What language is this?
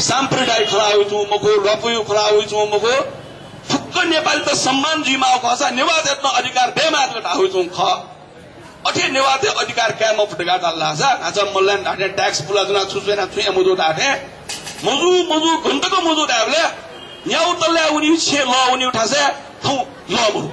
Newari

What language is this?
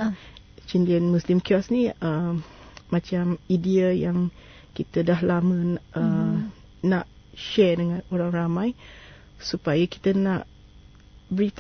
Malay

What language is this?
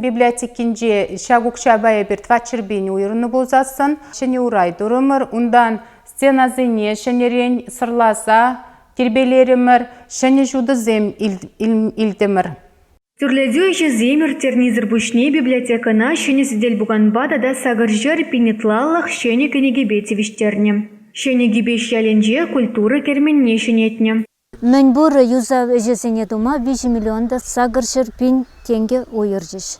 Chuvash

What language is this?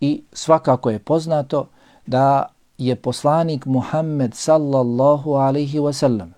Bosnian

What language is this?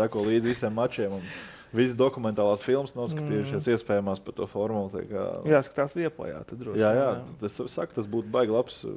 Latvian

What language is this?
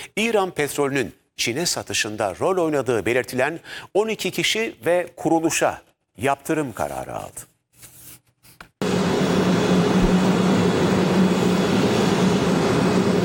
Turkish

